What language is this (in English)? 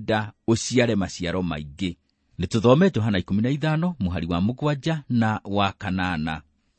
Kikuyu